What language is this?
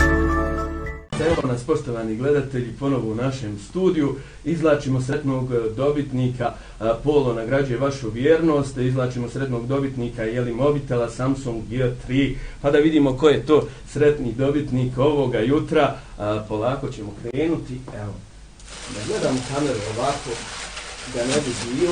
Bosnian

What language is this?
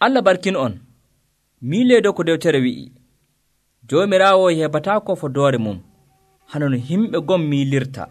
Nigerian Fulfulde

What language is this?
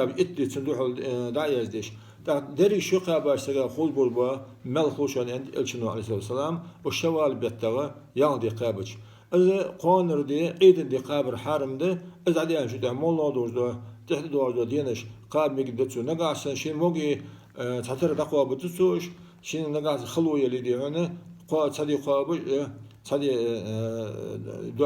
Ingush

